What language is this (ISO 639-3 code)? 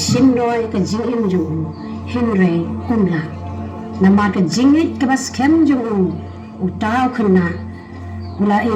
kha